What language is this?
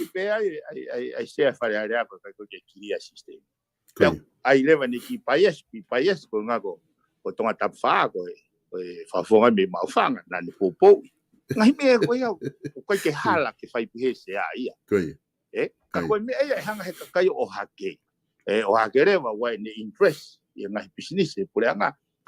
Tongan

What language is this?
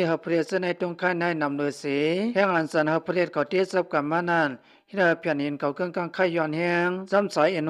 Shan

